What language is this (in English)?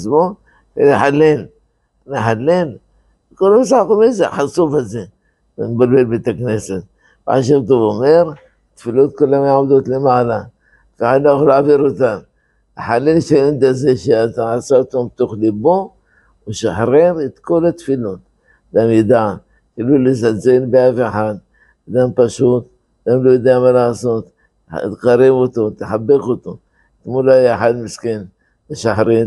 Hebrew